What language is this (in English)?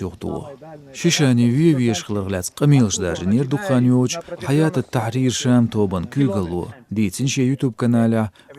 Chechen